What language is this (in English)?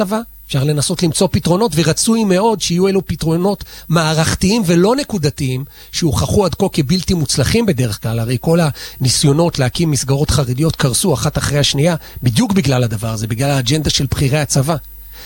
Hebrew